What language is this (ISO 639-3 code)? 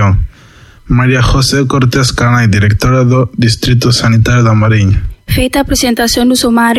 glg